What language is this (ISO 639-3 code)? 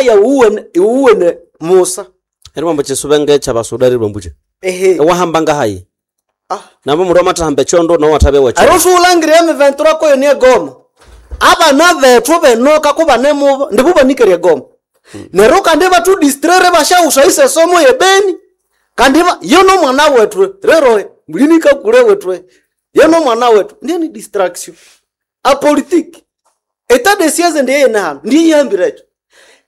nnb